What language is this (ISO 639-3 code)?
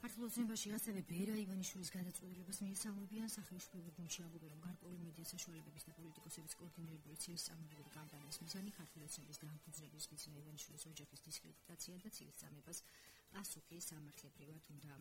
kat